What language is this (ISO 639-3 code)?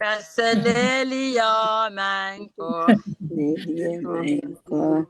pon